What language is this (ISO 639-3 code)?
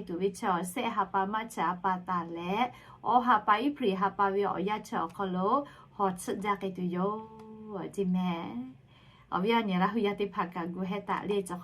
lhu